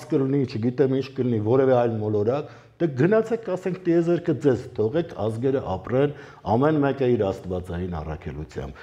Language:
Armenian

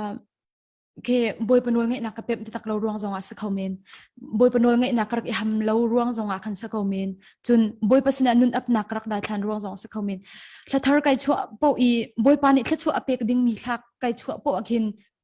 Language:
Hakha Chin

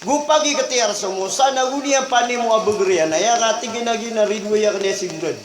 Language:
Maranao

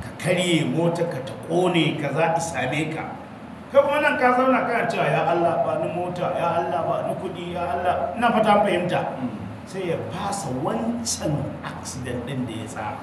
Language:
Hausa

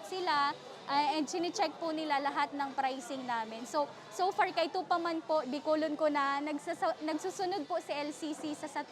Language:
Bikol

